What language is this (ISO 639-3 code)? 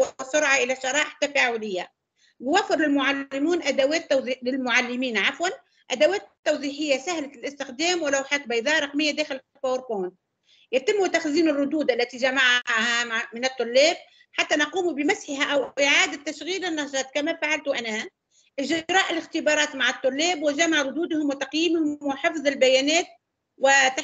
ara